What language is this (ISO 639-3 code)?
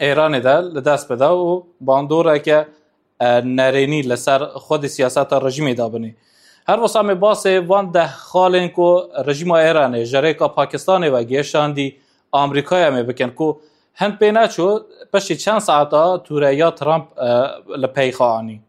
kur